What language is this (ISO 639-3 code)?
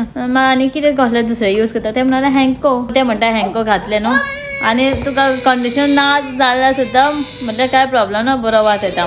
kok